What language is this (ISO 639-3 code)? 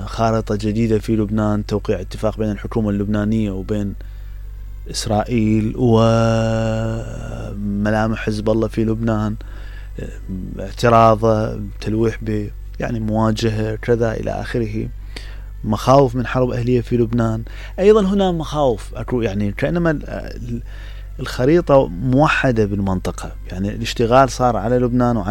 acm